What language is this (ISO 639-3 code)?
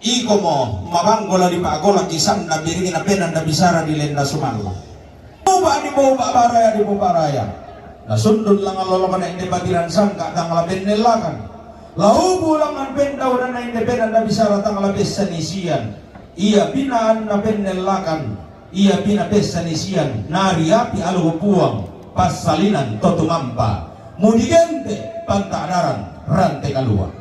sda